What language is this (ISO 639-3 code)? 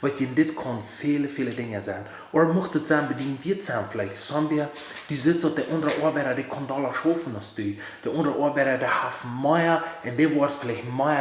pdt